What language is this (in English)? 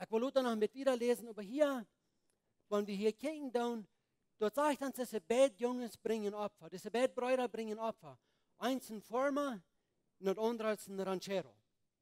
Plautdietsch